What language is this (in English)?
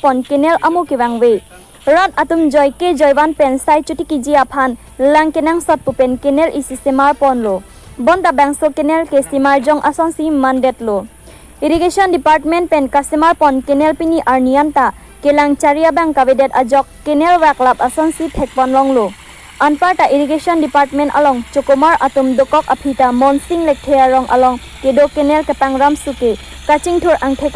Karbi